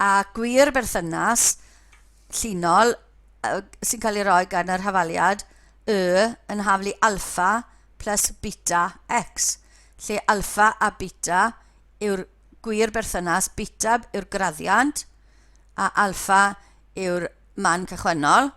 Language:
Welsh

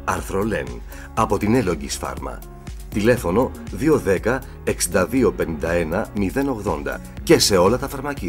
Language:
Greek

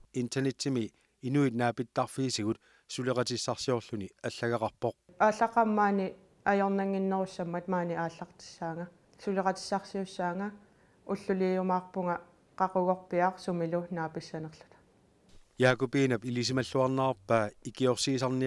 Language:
Kalaallisut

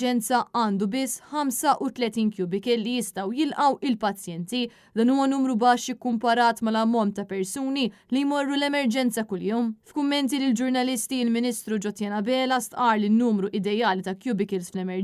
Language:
Maltese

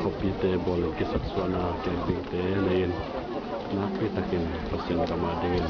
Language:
Tedim Chin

